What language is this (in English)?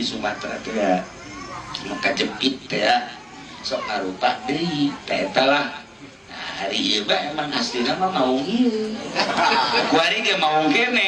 Sundanese